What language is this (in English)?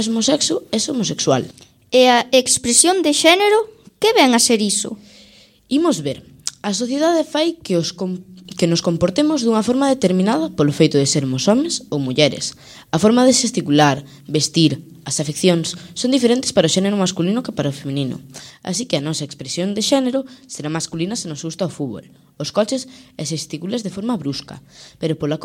Galician